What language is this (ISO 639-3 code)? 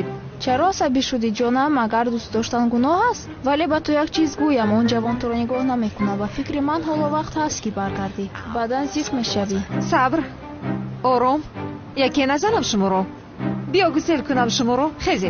tgk